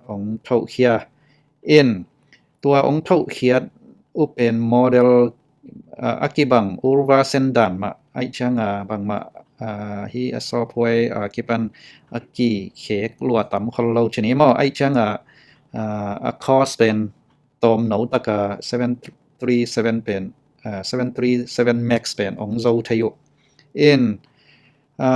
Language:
Tedim Chin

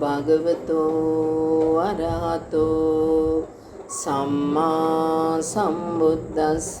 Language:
Sinhala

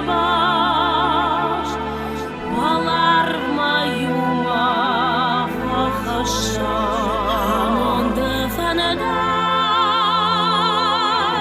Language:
Ossetic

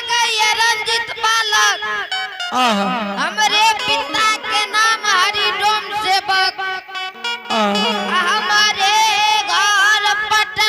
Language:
Angika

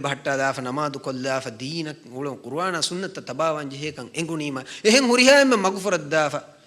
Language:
Divehi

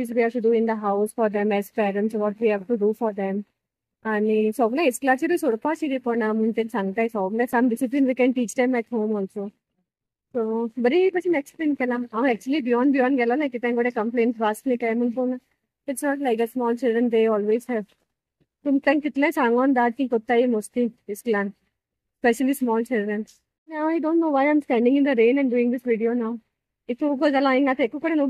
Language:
Konkani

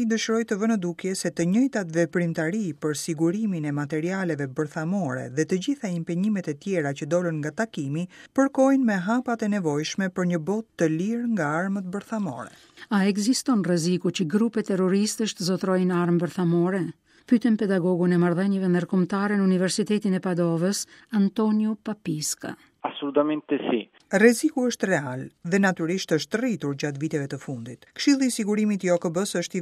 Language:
Albanian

